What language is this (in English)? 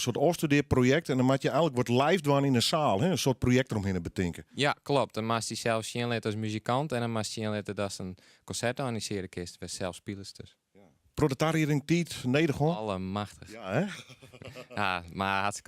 Western Frisian